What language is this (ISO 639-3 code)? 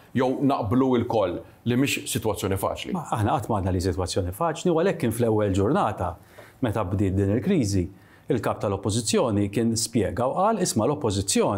mlt